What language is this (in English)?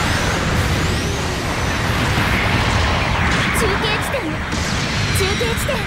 Japanese